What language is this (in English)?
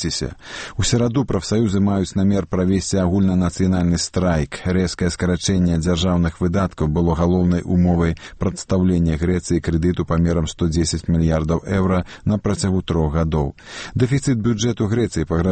Belarusian